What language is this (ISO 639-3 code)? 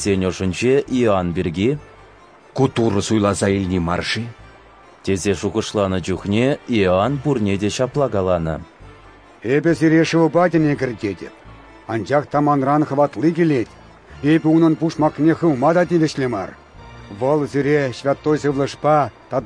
chv